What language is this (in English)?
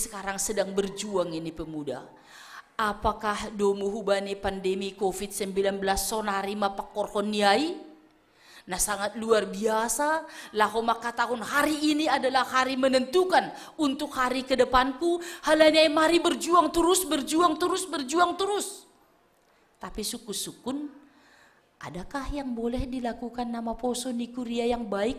Batak Simalungun